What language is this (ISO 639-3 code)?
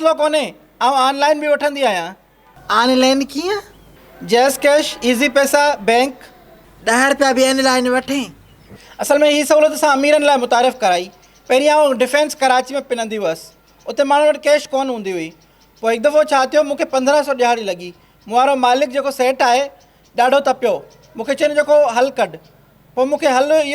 snd